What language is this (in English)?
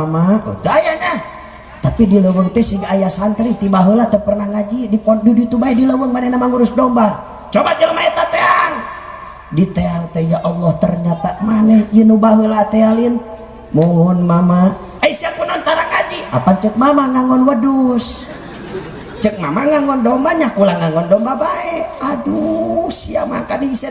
Sundanese